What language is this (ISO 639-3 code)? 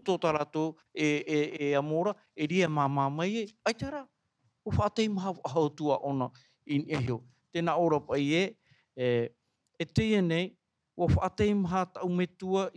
tah